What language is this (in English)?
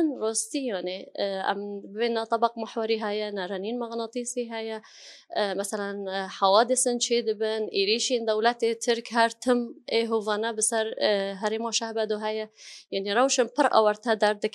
Kurdish